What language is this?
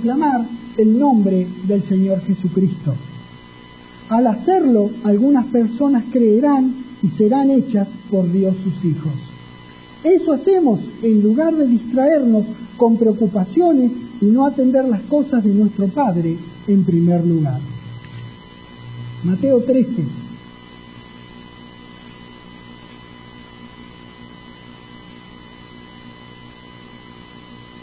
Spanish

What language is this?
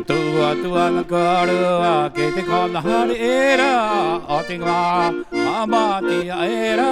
Rapanui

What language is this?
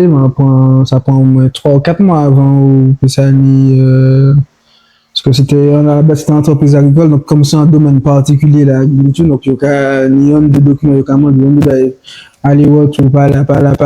Guadeloupean Creole French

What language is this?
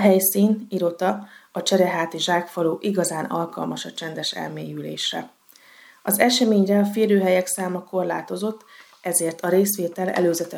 Hungarian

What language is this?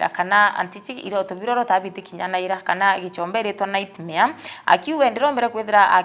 Meru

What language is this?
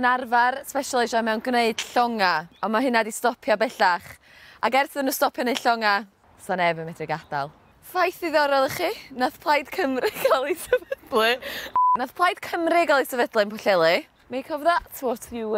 Welsh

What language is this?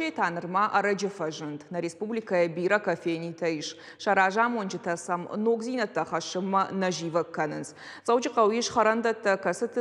Ossetic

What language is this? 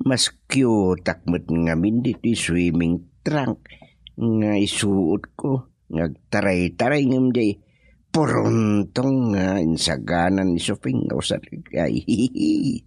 Iloko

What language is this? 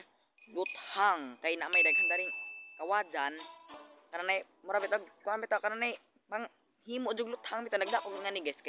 Cebuano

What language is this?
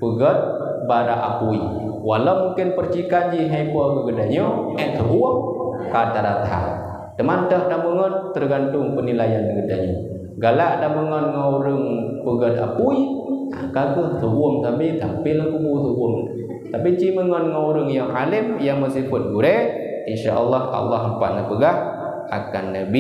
Achinese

